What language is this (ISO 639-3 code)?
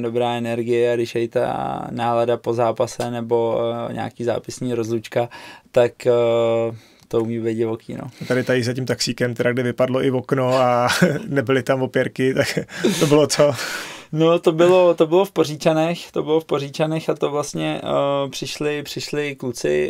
ces